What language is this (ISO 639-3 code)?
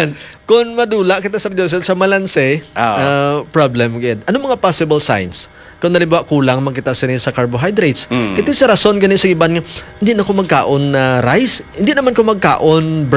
hil